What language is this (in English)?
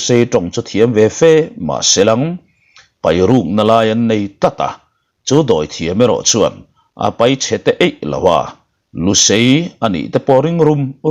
Mizo